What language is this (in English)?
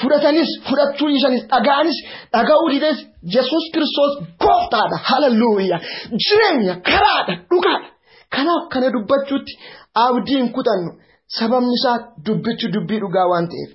Oromo